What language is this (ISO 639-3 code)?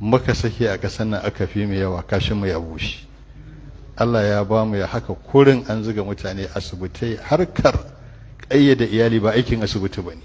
hau